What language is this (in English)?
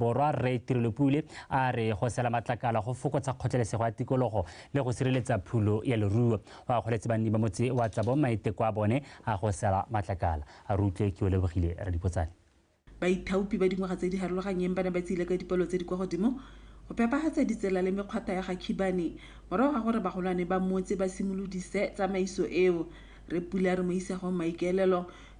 Tswana